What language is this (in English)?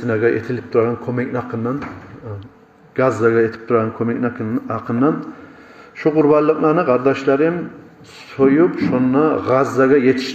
Kumyk